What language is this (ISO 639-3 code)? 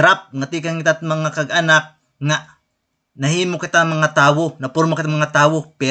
war